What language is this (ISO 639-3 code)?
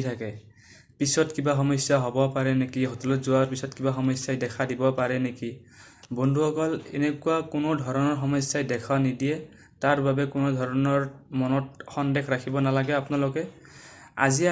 asm